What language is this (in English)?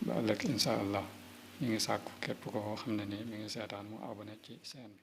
Wolof